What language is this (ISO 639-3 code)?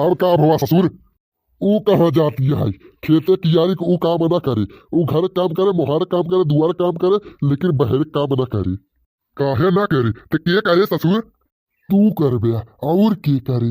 bho